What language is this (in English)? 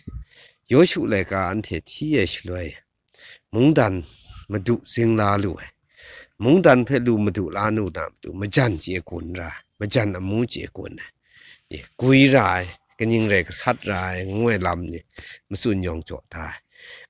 Kachin